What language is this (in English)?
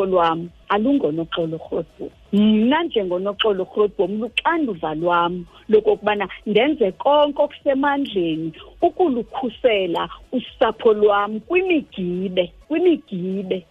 Xhosa